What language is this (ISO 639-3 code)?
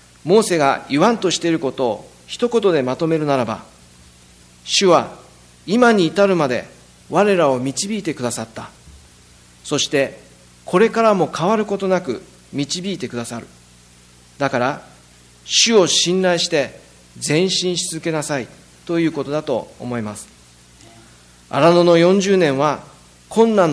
jpn